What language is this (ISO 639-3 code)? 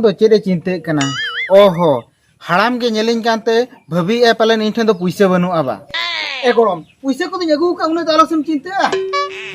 sat